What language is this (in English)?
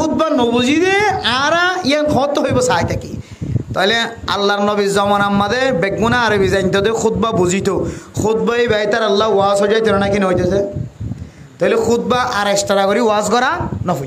Rohingya